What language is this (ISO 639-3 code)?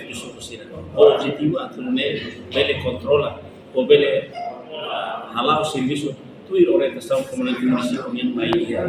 tet